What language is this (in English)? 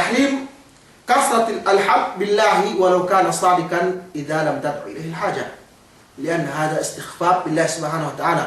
Yakan